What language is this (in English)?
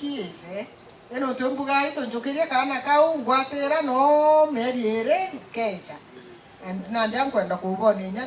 Meru